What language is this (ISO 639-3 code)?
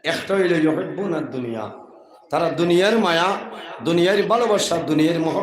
syl